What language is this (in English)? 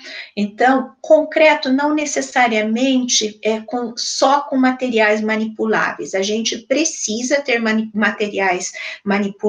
Portuguese